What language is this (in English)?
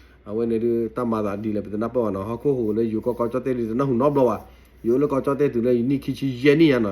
S'gaw Karen